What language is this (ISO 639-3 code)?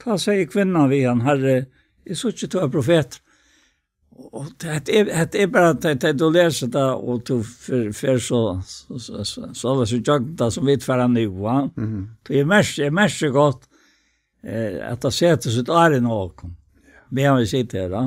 fao